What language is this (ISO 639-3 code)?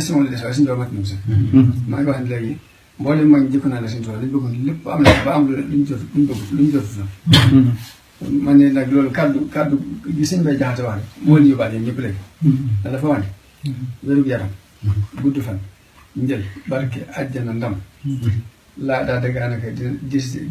wol